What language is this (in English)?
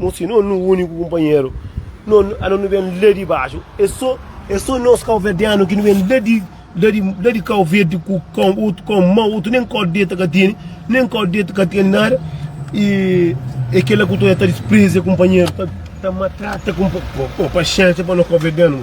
Kabuverdianu